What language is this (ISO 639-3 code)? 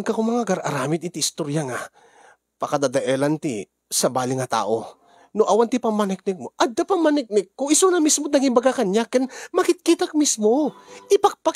ilo